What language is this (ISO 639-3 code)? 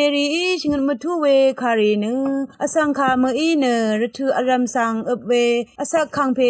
raw